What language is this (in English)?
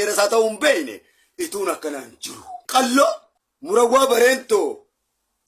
Oromo